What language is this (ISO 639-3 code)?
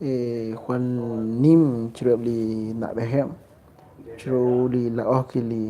kek